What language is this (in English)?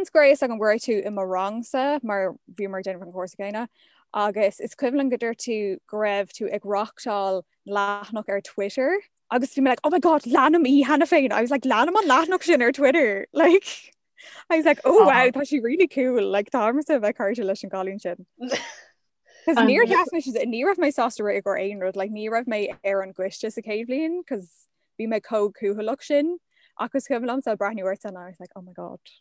Irish